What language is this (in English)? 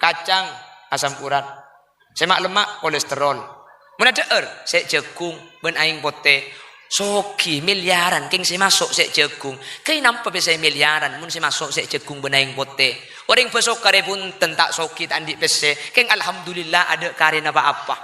Madurese